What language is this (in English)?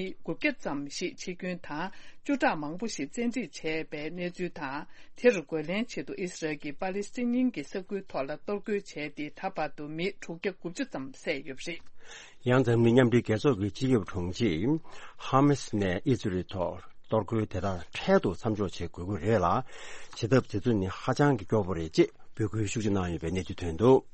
Tibetan